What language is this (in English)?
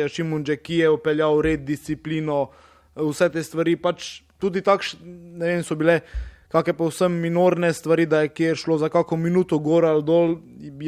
Slovenian